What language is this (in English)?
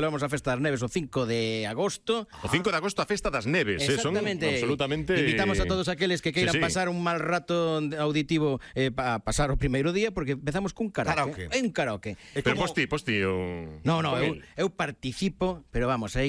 Galician